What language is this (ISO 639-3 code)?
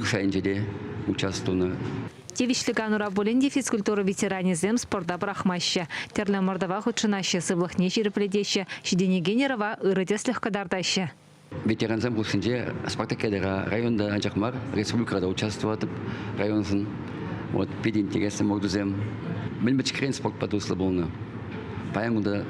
chv